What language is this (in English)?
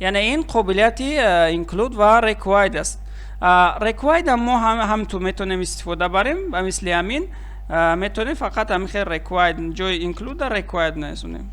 Tajik